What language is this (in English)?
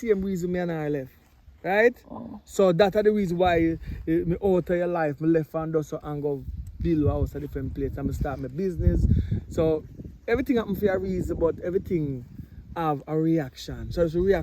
Jamaican Creole English